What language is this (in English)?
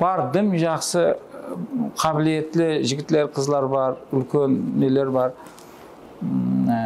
Kara-Kalpak